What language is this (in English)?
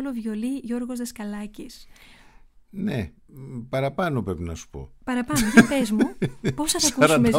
Greek